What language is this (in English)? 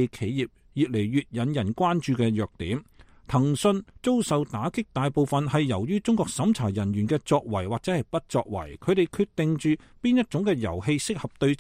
Cantonese